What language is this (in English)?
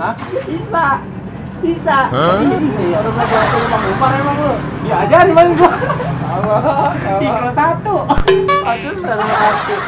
Betawi